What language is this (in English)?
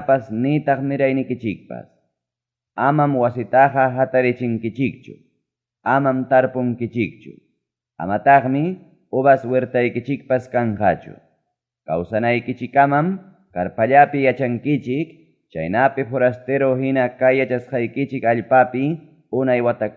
Ayacucho Quechua